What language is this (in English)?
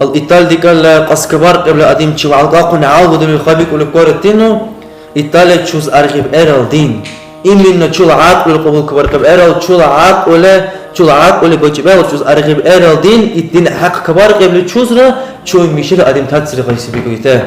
Dargwa